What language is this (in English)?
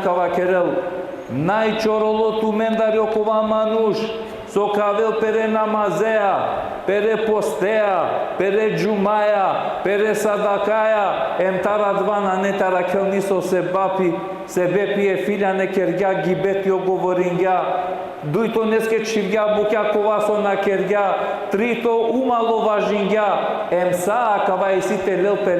Balkan Romani